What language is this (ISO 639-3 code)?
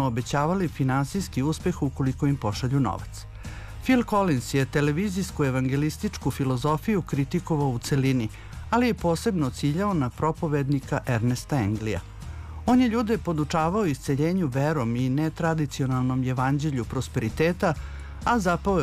srp